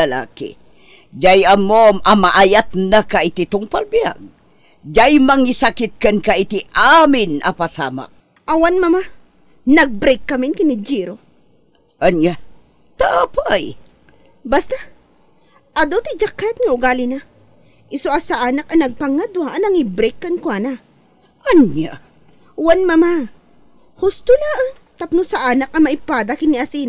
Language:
Iloko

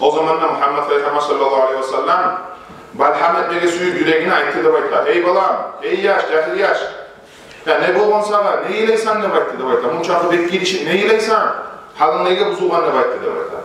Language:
Kumyk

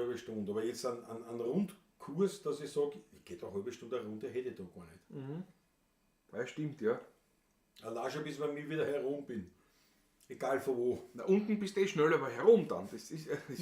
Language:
Bavarian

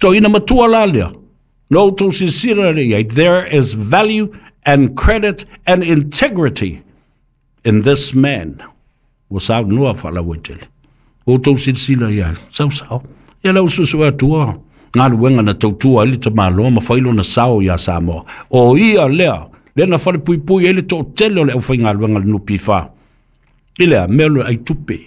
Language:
Samoan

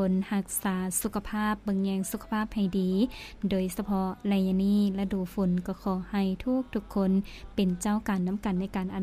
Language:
Lao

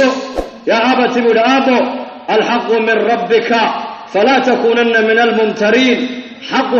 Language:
Somali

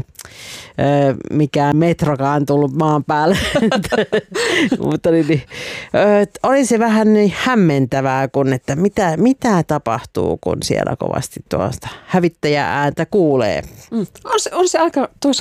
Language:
Finnish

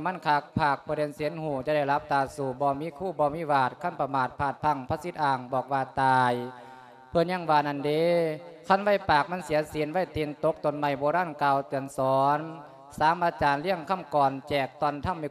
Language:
Lao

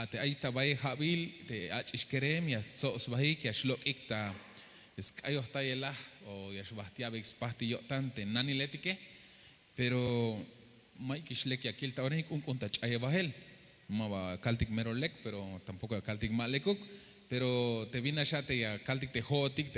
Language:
Tzeltal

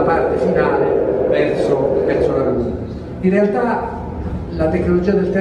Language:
Italian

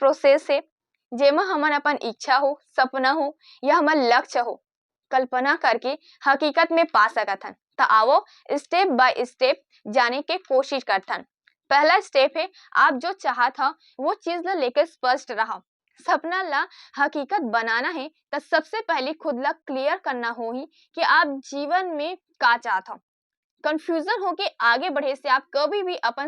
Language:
Chhattisgarhi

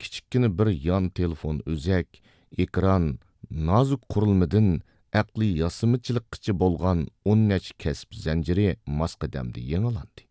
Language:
Uyghur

